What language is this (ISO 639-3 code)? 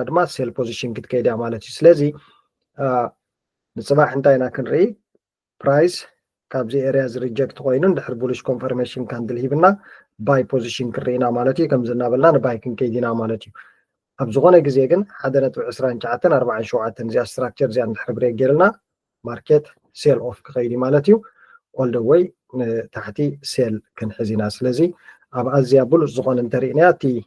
tir